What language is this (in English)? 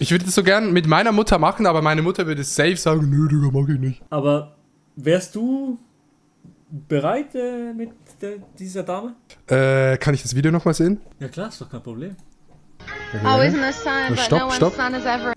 Swiss German